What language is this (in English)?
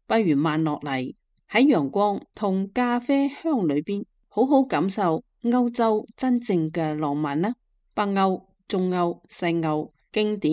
Cantonese